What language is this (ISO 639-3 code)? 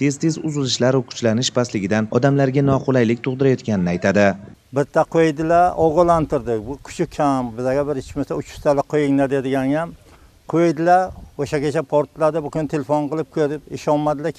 uzb